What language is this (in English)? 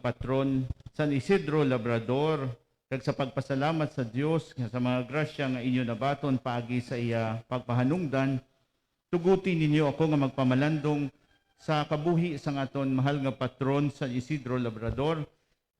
Hiligaynon